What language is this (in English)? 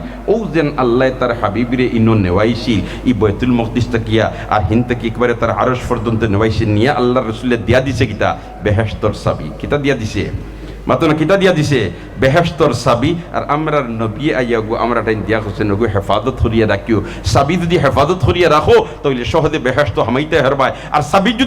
Sylheti